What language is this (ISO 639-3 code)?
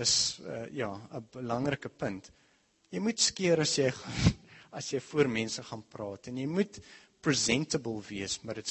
afr